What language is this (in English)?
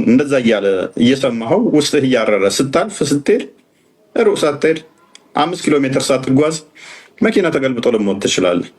Amharic